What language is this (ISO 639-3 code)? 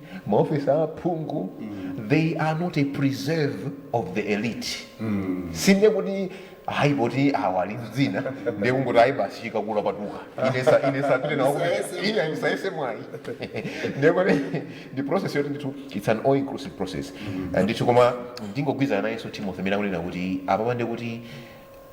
nya